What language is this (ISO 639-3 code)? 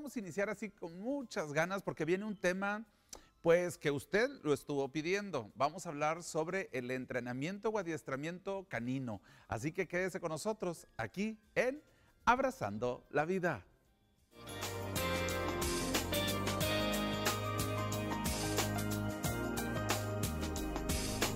spa